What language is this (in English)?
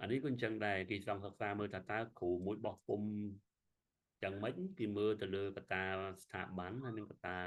Khmer